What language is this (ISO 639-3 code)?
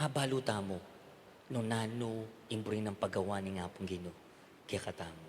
pam